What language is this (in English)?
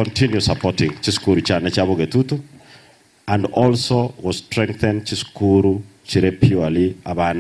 Gusii